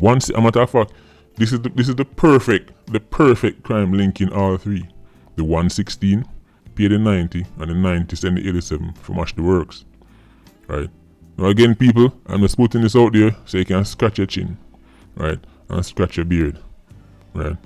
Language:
Jamaican Creole English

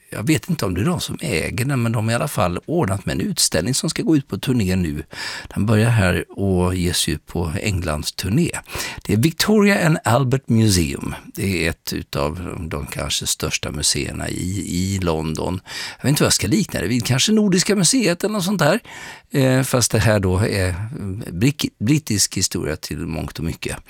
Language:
Swedish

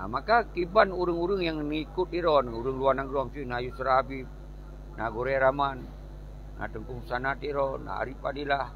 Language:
Achinese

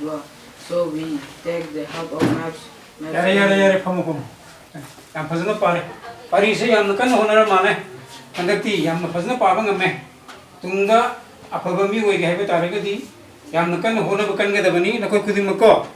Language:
Manipuri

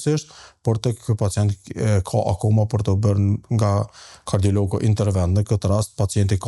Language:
Albanian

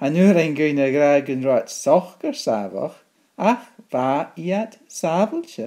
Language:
Scottish Gaelic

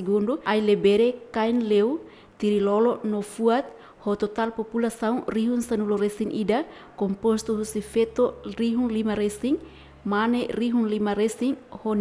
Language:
Tetum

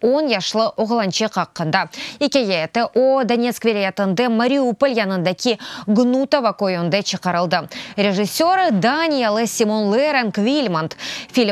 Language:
Crimean Tatar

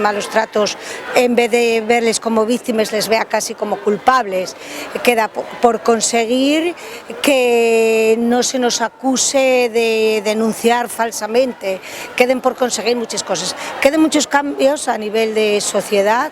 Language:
Asturian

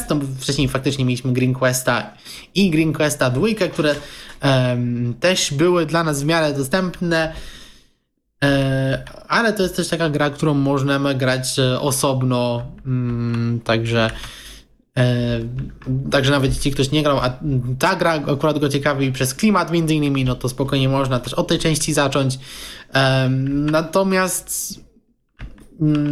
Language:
Polish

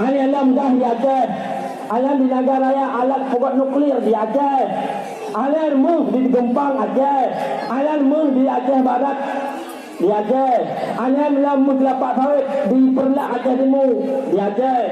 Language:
Achinese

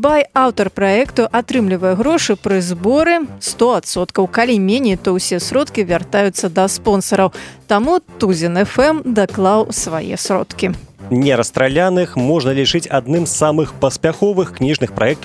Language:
Belarusian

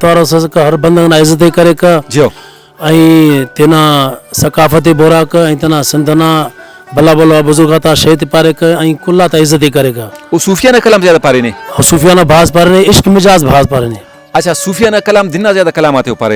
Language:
Brahui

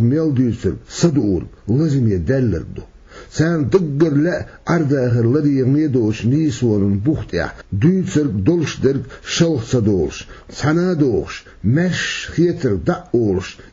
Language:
Chechen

